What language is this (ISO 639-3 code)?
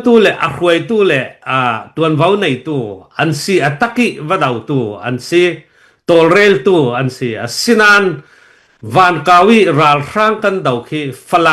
cfm